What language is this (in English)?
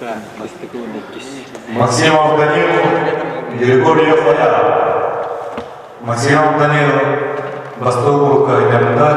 Yakut